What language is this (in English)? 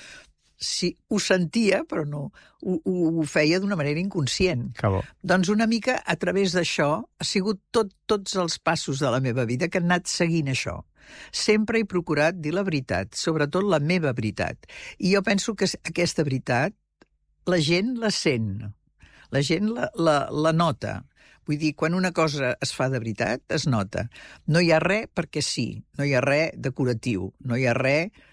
Catalan